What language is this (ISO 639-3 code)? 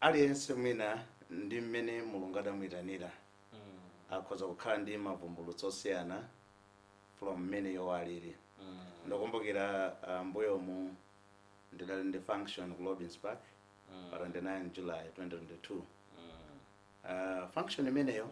nya